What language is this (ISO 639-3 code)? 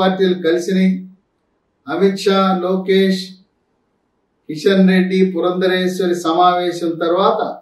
tel